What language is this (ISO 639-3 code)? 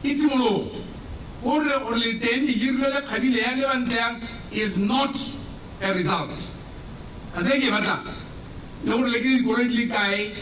tsn